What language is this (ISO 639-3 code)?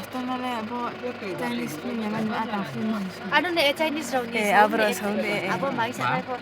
ria